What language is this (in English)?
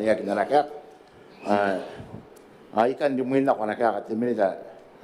Gilbertese